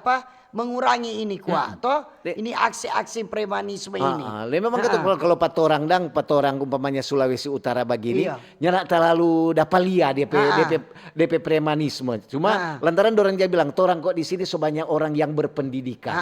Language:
Manado Malay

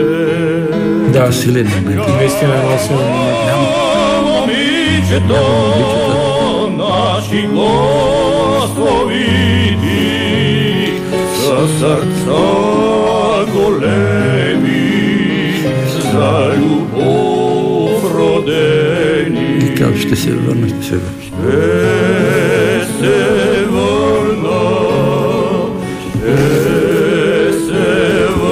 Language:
Bulgarian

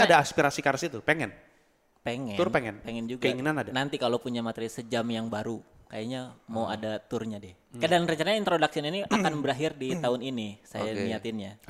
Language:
Indonesian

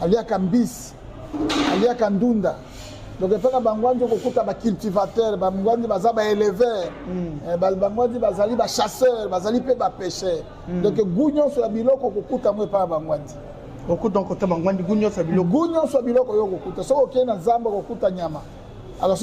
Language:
Lingala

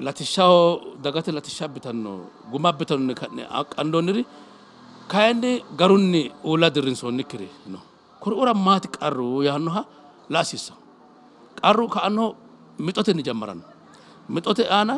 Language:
Sidamo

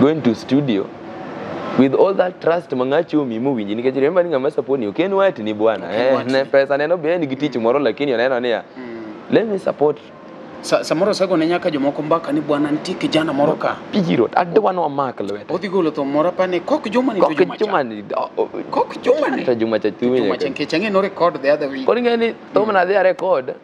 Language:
Luo (Kenya and Tanzania)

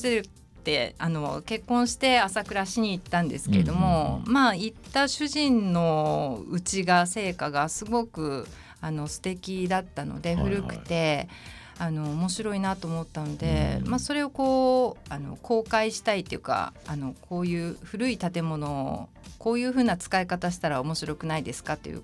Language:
Japanese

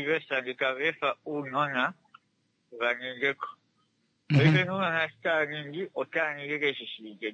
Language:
Kuanyama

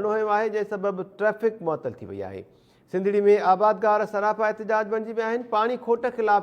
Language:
Sindhi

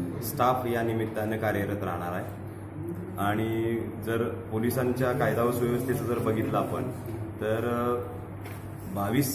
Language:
Marathi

